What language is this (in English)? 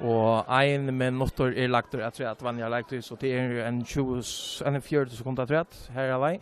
Faroese